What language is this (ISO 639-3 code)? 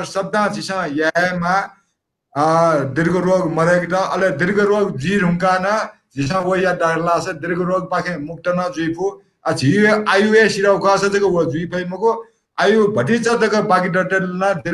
new